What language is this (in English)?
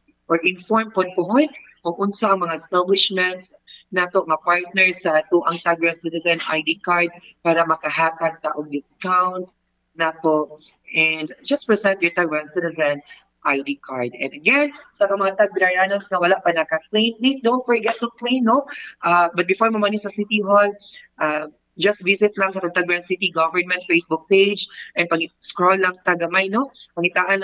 Cebuano